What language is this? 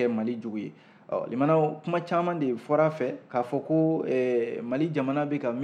Bambara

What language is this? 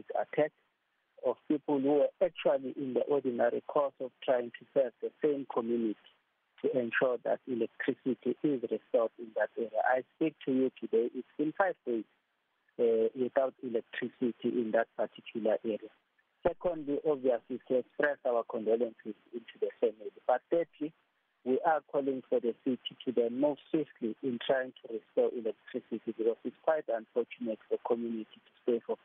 English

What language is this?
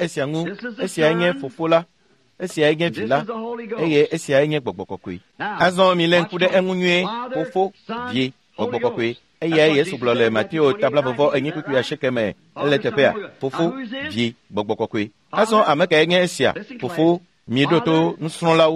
Ewe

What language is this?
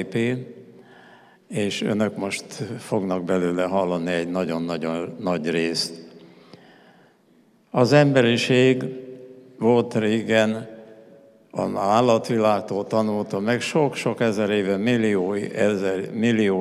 Hungarian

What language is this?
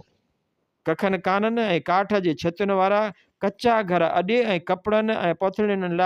Sindhi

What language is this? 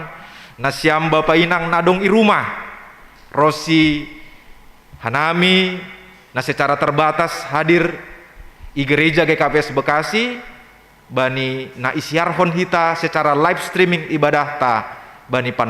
Batak Simalungun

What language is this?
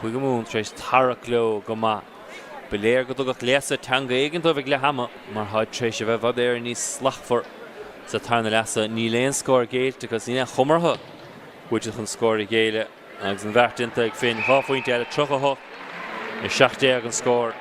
Irish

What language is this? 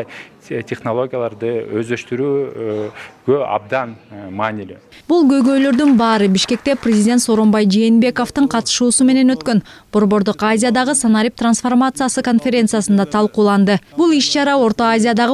Kyrgyz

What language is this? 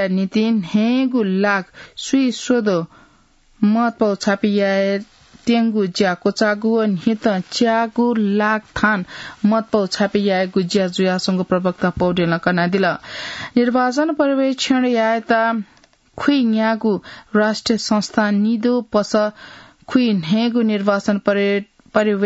Newari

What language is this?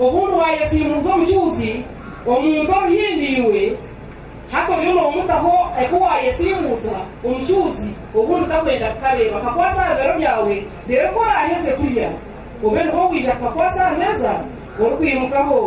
Nyankole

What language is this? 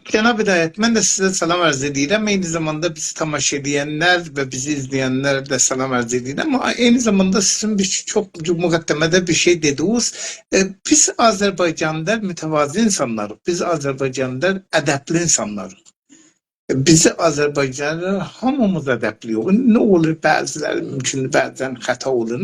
South Azerbaijani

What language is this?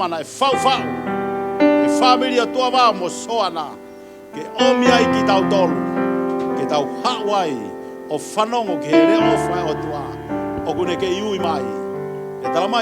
Tongan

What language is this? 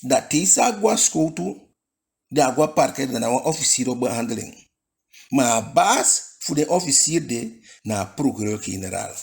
Eastern Maroon Creole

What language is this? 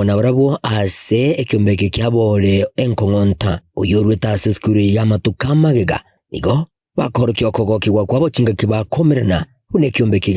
Gusii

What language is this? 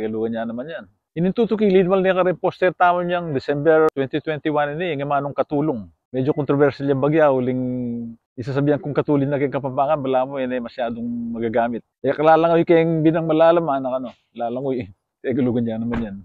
Pampanga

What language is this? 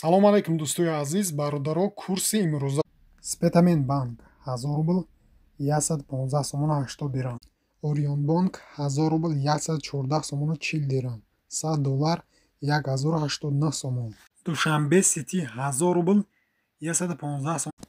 Tajik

